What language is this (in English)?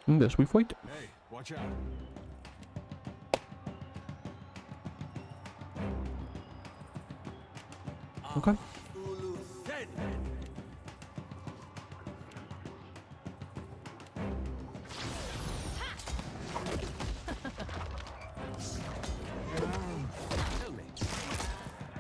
English